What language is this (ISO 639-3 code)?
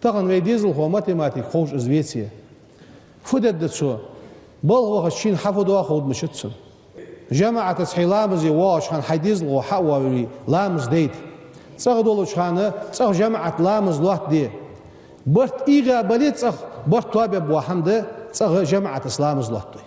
inh